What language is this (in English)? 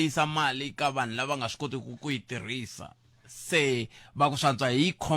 Tsonga